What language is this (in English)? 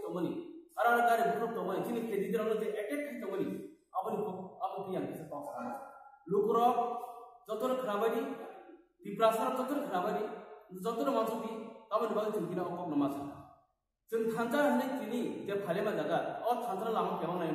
Kok Borok